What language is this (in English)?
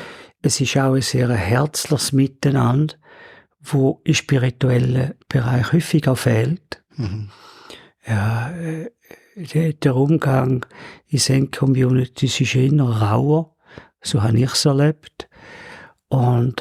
Swiss German